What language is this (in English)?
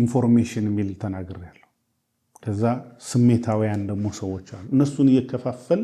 Amharic